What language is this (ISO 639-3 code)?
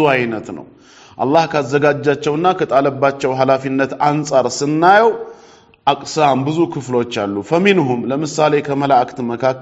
amh